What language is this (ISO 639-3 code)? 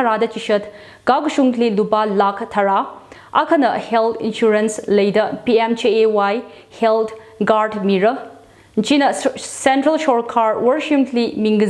nmf